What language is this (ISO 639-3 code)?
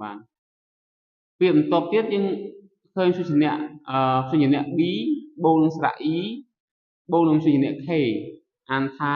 khm